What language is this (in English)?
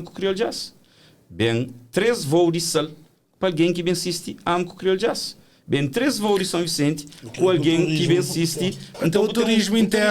Kabuverdianu